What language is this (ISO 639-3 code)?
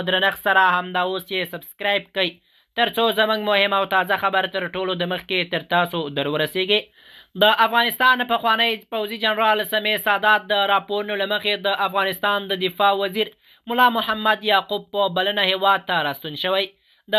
pus